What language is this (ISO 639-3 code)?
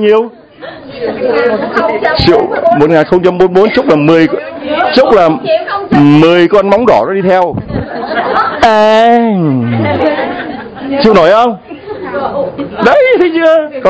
vie